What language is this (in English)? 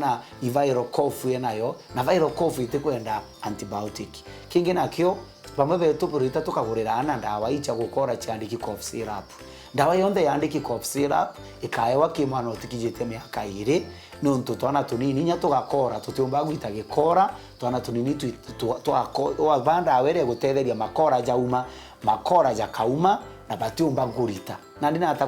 Meru